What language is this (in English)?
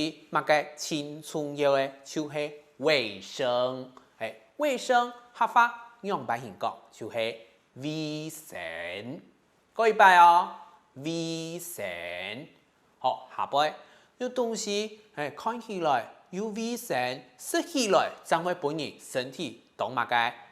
Hakka Chinese